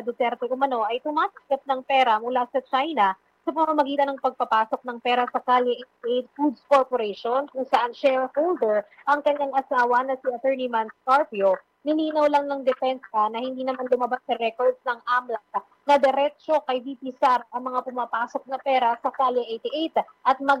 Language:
Filipino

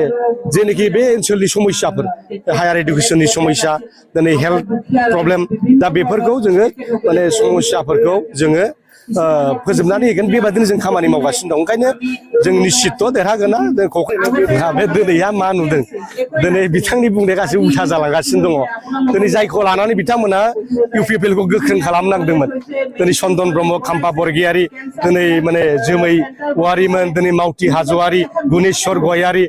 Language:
Bodo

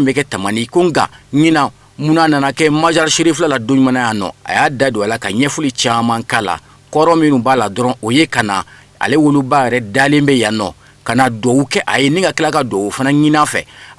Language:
Bambara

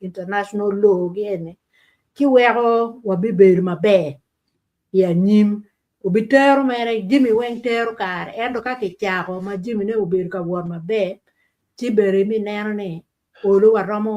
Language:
Acoli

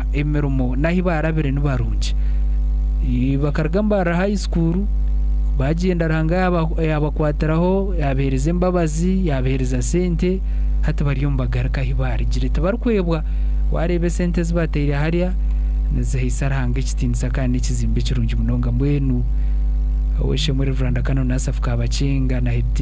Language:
Nyankole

